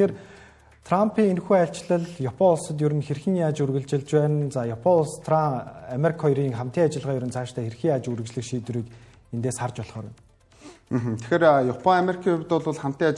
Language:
Mongolian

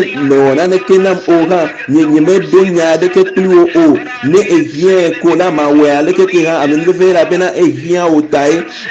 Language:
Ewe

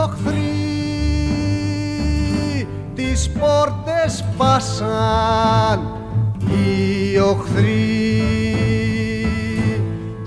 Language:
Greek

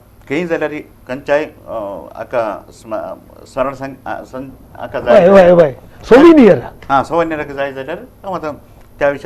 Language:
Konkani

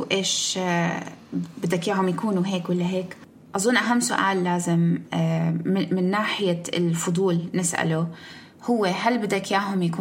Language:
North Levantine Arabic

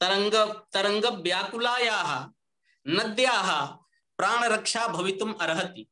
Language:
Sanskrit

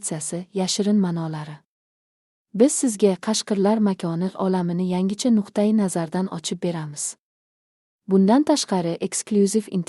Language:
Uzbek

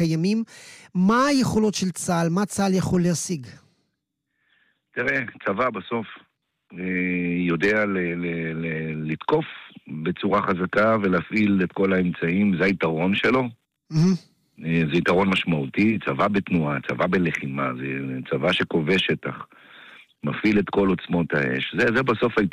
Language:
Hebrew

